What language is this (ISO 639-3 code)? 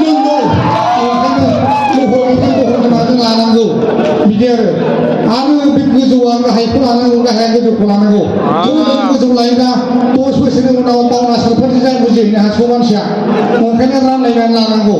brx